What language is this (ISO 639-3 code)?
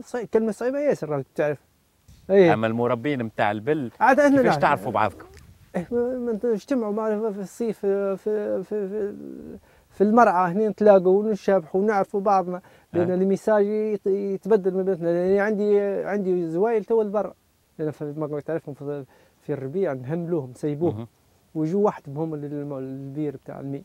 aeb